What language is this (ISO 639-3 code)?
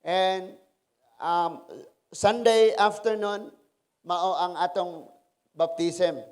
ceb